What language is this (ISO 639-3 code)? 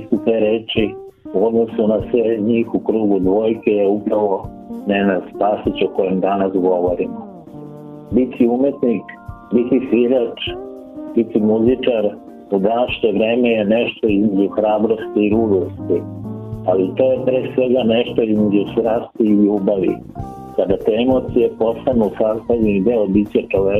srp